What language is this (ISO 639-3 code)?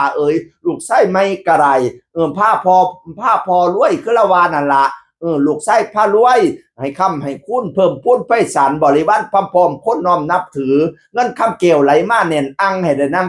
tts